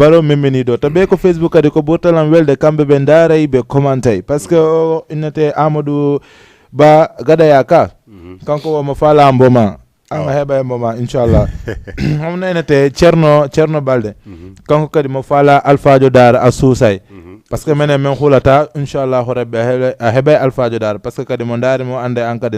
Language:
Fula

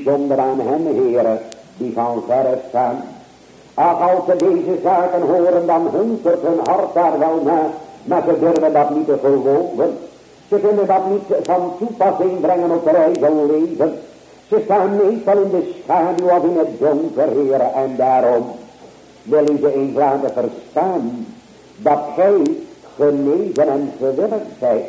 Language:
Dutch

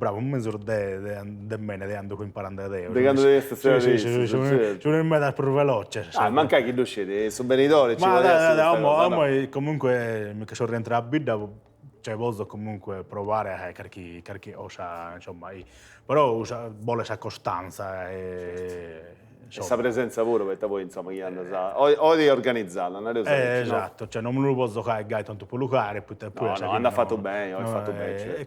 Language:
Sardinian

